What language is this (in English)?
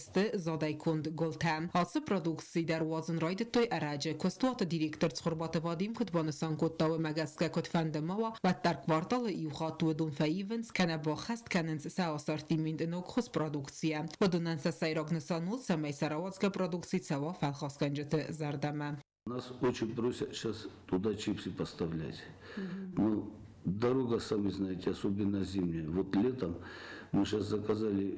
Ossetic